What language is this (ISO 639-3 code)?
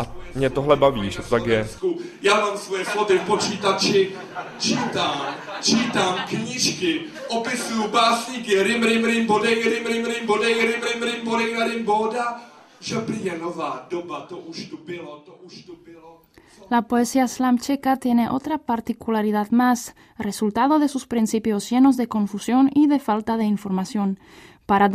spa